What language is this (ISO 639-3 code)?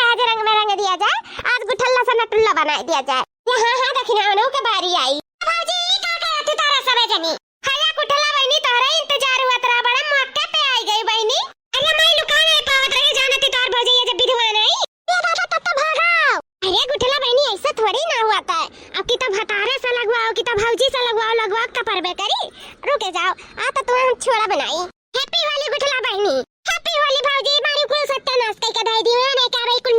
awa